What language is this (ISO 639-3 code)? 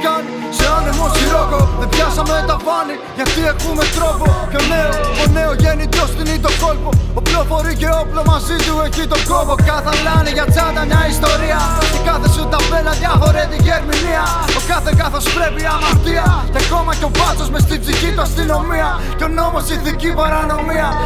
ell